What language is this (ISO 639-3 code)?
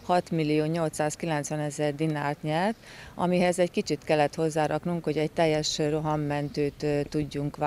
hun